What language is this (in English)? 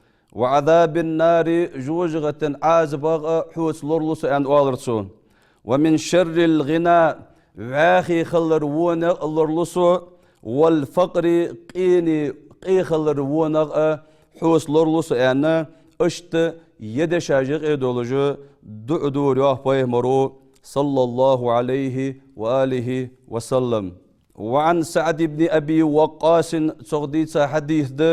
Ingush